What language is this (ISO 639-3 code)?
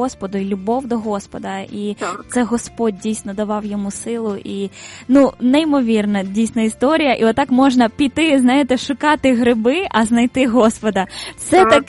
ukr